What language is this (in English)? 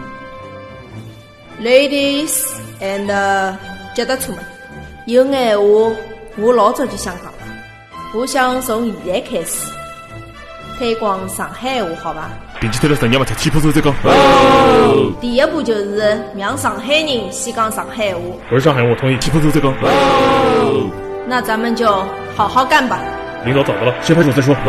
Wu Chinese